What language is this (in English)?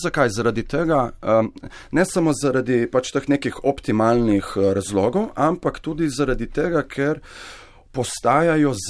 Slovenian